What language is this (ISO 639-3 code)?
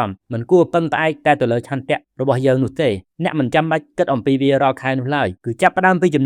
khm